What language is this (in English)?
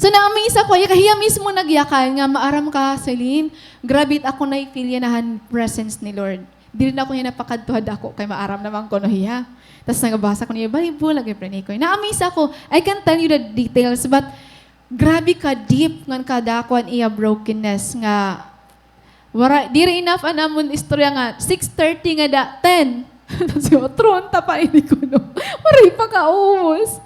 Waray